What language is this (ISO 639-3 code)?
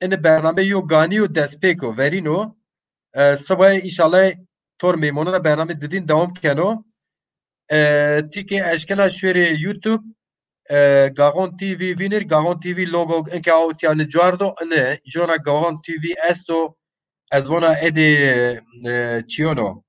zza